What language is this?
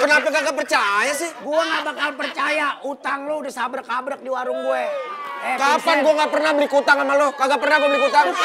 Betawi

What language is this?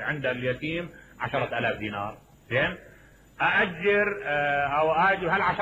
Mesopotamian Arabic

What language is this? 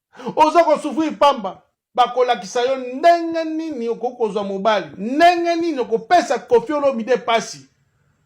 Lingala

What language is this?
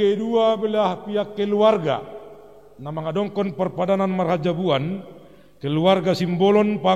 Batak Simalungun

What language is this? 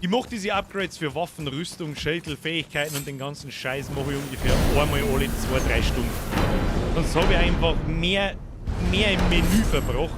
Bavarian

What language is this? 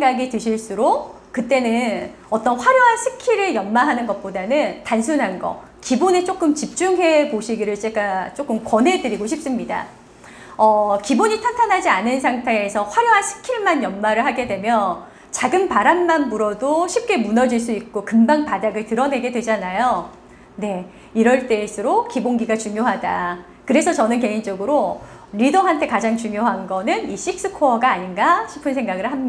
Korean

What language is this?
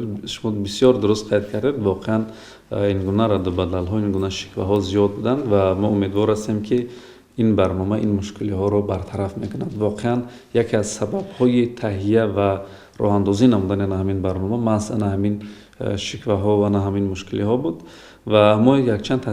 Tajik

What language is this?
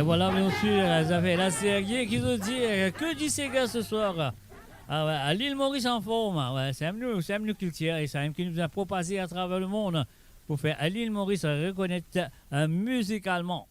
Morisyen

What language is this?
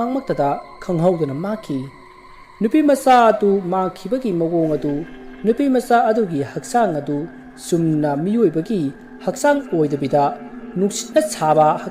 Manipuri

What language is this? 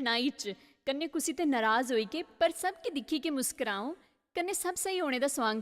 Dogri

